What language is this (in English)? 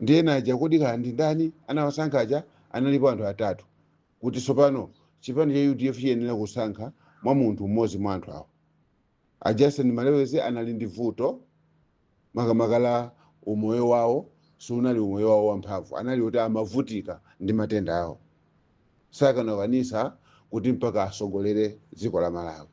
Nyanja